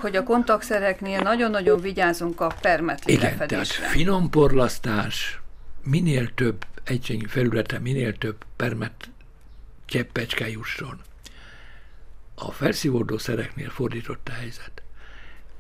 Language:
Hungarian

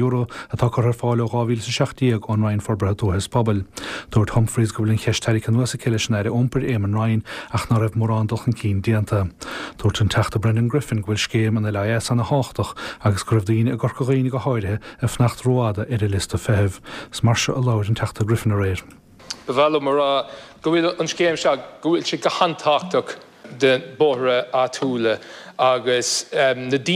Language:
Irish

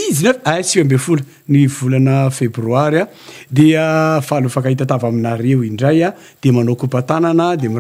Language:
Malagasy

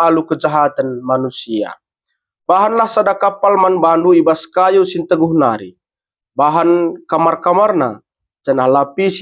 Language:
Batak Karo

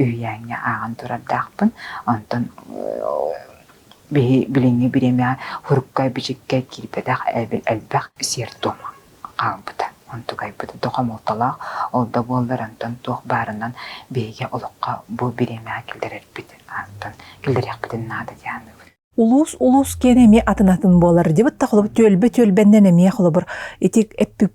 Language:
Yakut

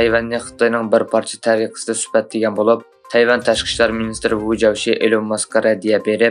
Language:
Uyghur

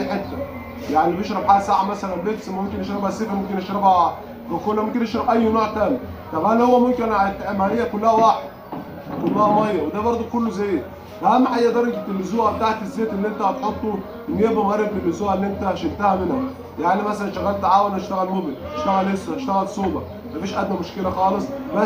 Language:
Egyptian Arabic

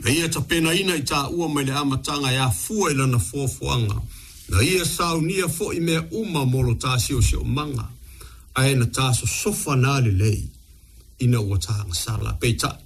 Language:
Samoan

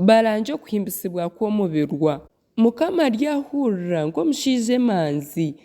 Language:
Nyankole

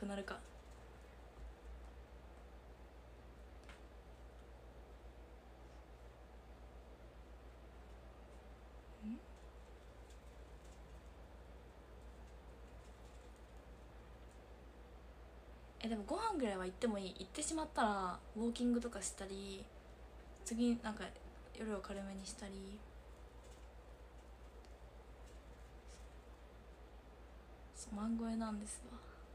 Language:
Japanese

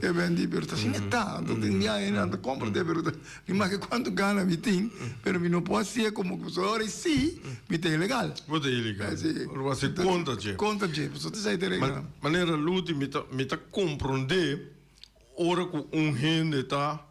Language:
Papiamento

